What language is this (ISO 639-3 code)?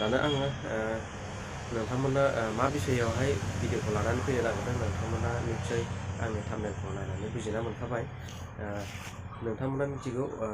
brx